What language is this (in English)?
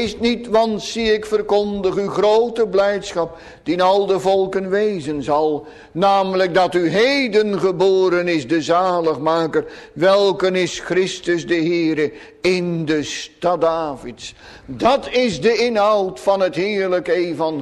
Dutch